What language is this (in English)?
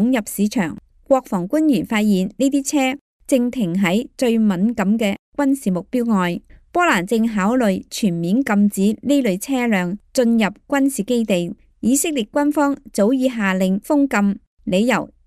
Cantonese